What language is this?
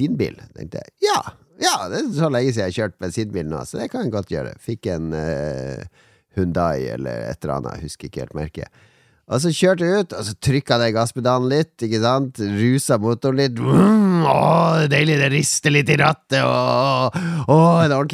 Norwegian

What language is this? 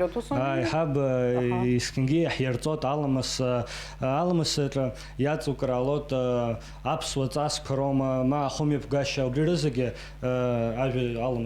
Abkhazian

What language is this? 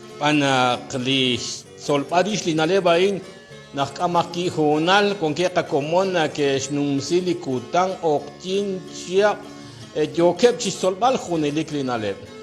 Kekchí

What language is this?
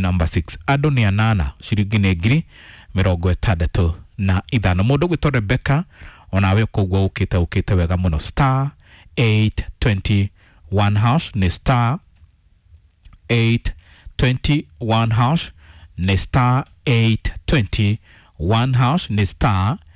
Kikuyu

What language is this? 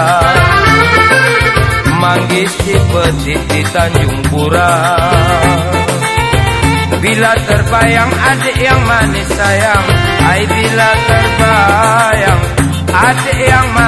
Malay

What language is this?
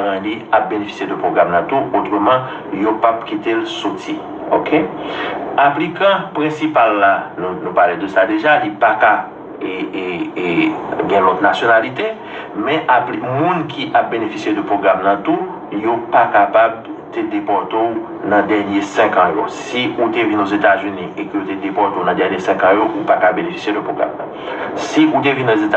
Haitian Creole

